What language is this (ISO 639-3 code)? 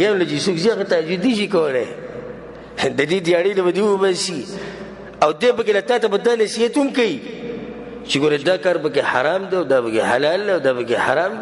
pus